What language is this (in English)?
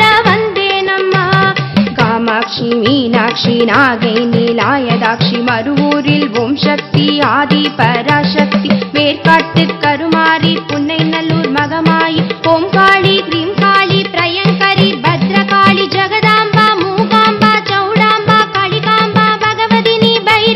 Tamil